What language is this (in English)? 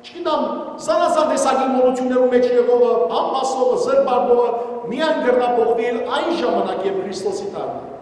Western Armenian